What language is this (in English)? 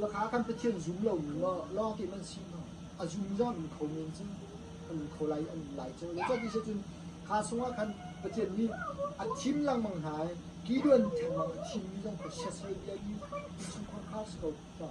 Hakha Chin